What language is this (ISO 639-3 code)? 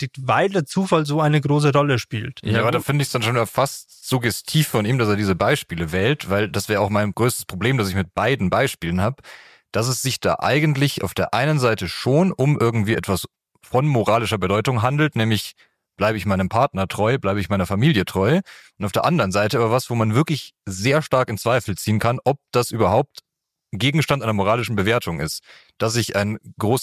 deu